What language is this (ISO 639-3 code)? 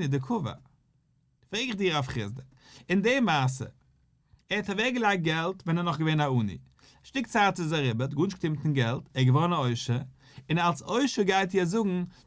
yid